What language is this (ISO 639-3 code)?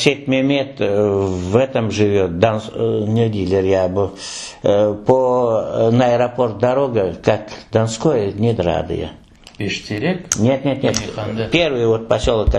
crh